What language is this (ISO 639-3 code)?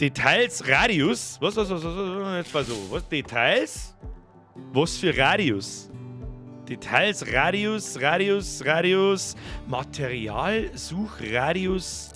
bar